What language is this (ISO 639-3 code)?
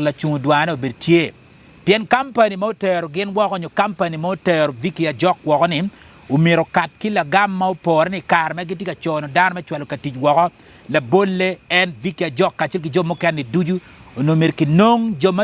ach